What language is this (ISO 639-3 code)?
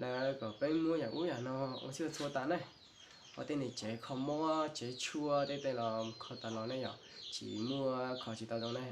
hmn